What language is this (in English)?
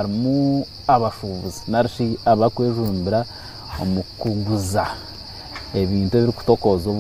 Nyankole